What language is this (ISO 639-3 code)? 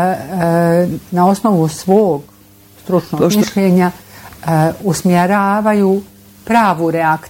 bos